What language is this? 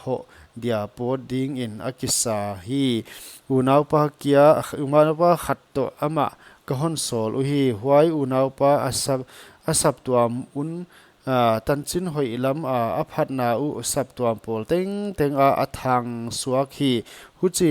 Paite Chin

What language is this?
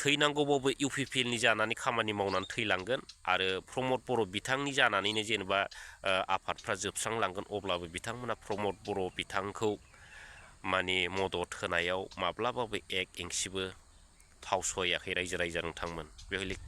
Bodo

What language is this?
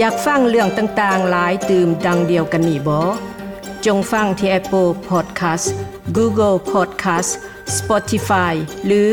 Lao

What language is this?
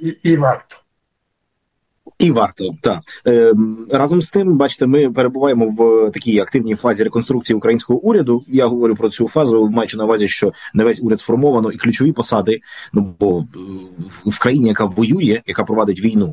Ukrainian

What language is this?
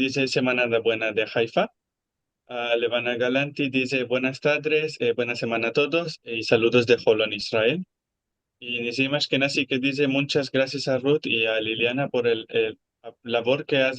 Ladino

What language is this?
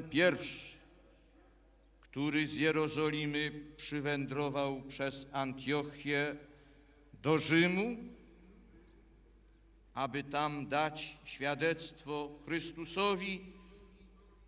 Polish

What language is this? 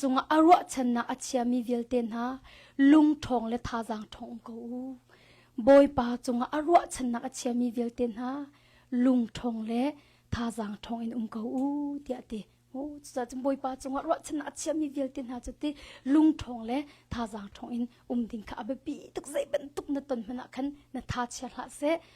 Hakha Chin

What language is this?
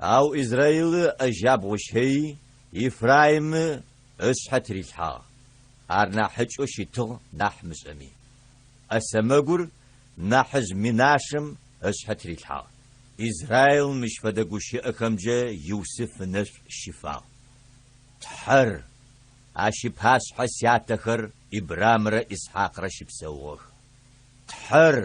Adyghe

